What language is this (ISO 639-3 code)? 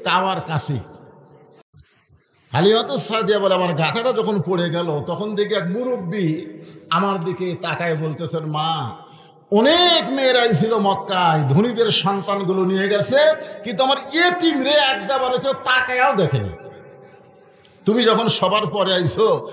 ben